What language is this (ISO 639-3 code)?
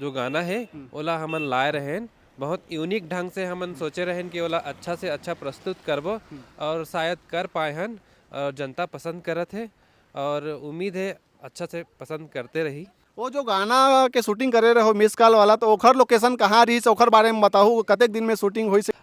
hne